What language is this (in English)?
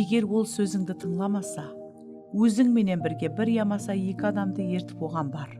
Kara-Kalpak